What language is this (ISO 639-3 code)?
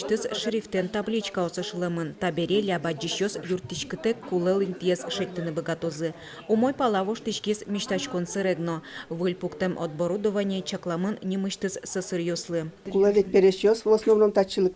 udm